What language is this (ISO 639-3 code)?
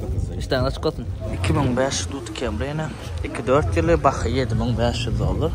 tuk